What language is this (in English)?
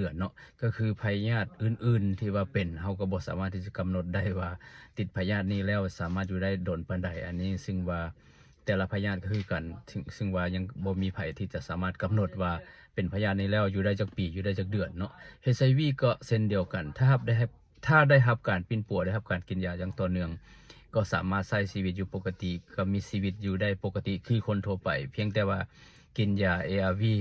Lao